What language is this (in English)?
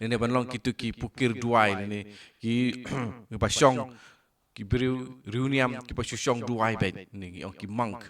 Khasi